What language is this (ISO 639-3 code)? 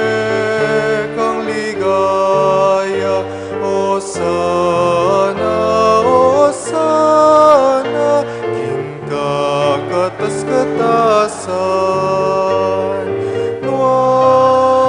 pam